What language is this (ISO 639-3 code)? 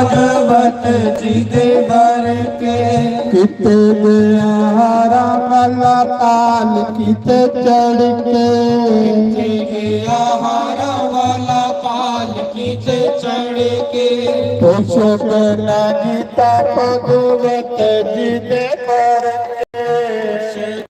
doi